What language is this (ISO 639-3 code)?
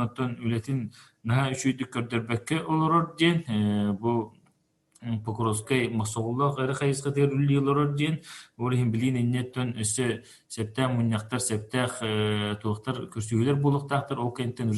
sah